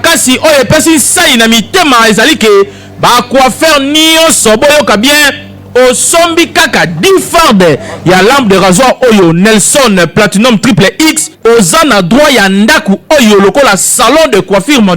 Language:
Lingala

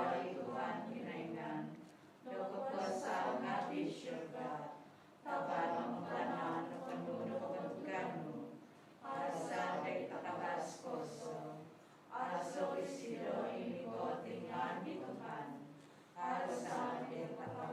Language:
Central Dusun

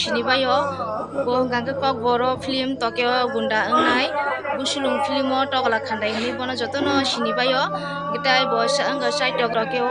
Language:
Kok Borok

